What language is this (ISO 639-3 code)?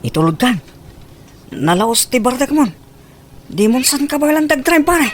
ilo